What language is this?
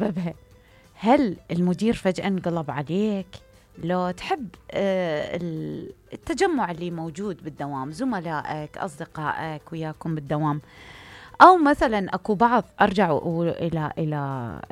Mesopotamian Arabic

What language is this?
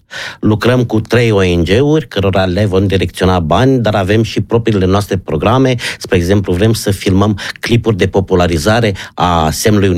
Romanian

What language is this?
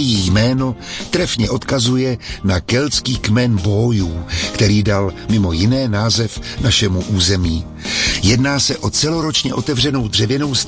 Czech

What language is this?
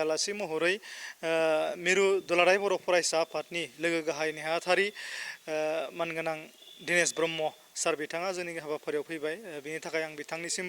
Bodo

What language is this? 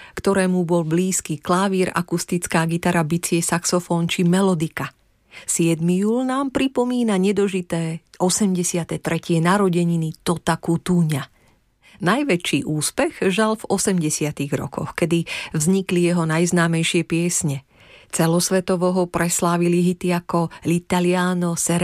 Slovak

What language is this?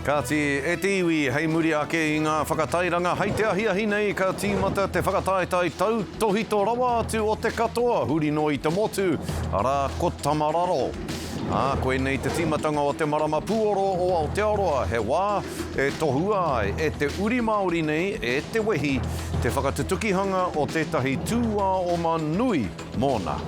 Māori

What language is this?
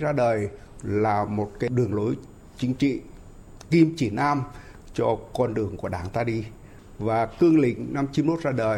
Vietnamese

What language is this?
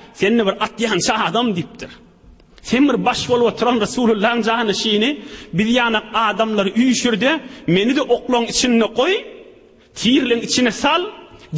Turkmen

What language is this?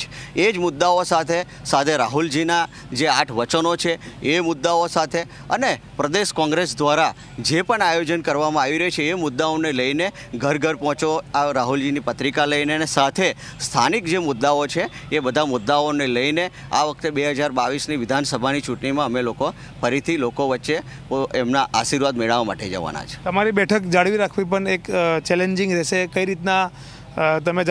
Gujarati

